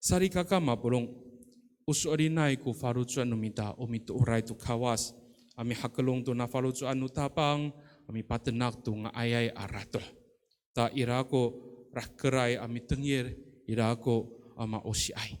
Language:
Amis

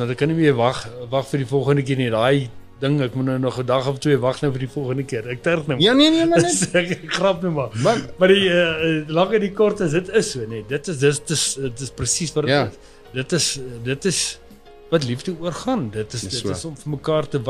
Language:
Afrikaans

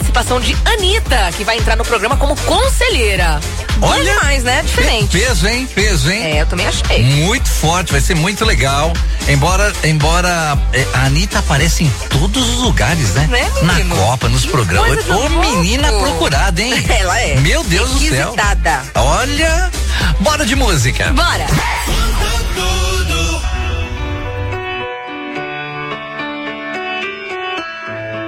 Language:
Portuguese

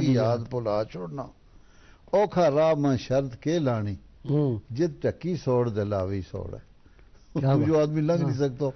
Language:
Gujari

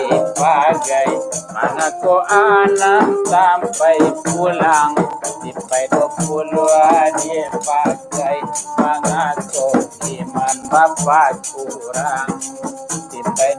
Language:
Minangkabau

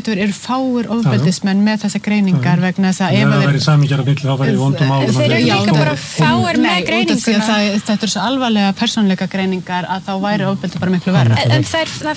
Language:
Icelandic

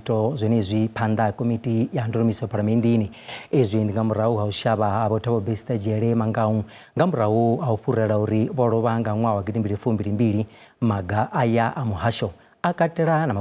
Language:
Venda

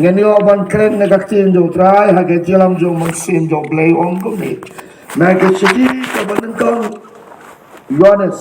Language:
Khasi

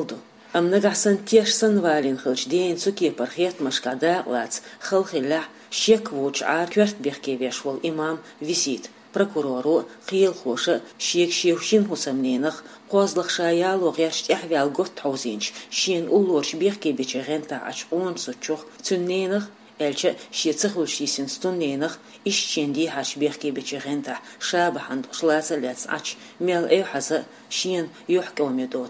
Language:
Chechen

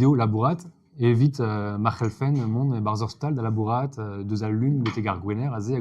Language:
Breton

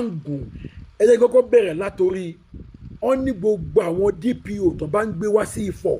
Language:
Yoruba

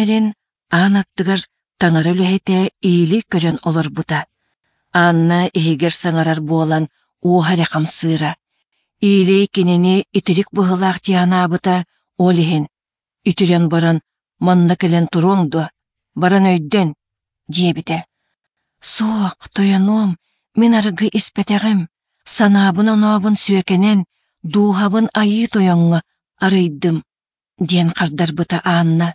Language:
Yakut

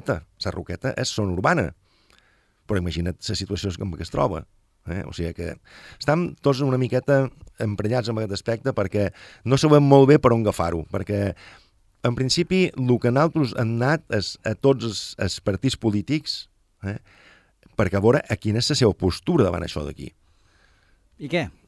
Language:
Catalan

